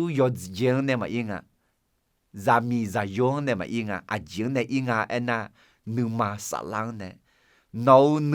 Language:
Akha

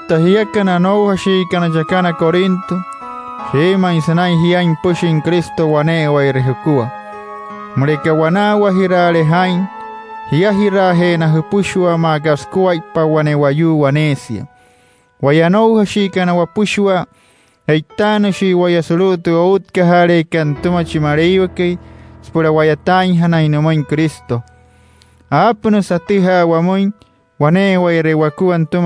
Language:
Wayuu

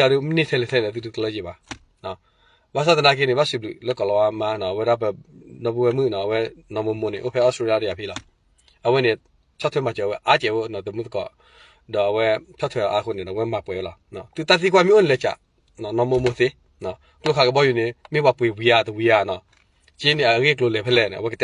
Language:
S'gaw Karen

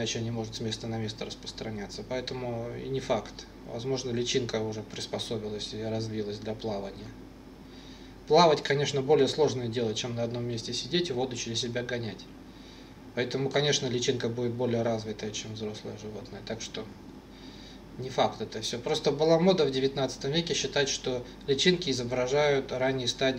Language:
Russian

